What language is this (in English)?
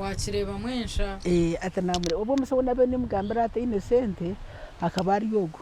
Nyankole